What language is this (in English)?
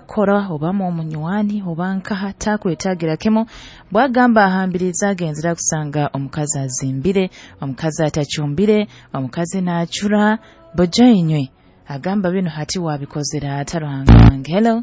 Nyoro